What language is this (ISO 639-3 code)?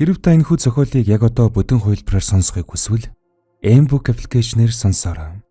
mon